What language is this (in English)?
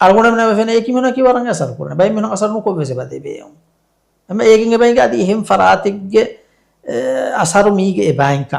Divehi